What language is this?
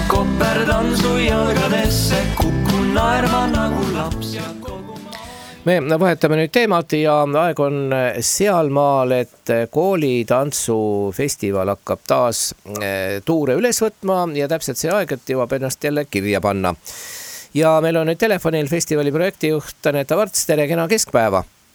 Estonian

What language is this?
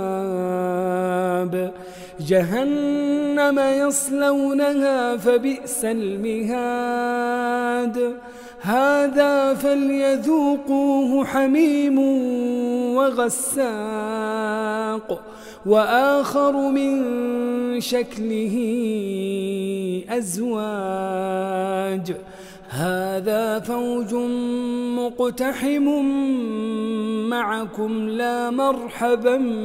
Arabic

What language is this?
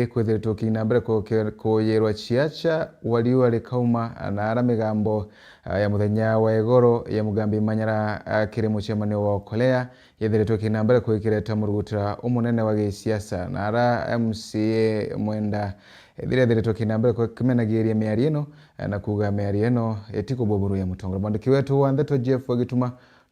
Meru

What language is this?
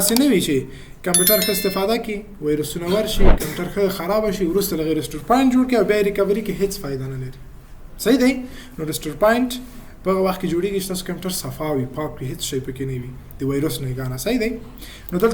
Pashto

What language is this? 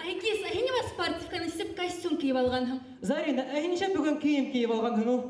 Bashkir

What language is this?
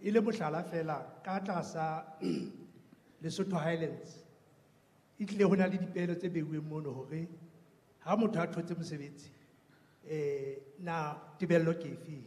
Southern Sotho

